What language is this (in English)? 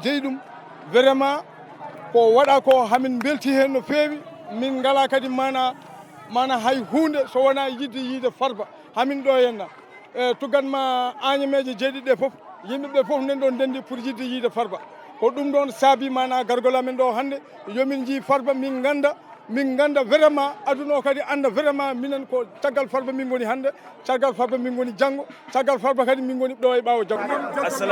Fula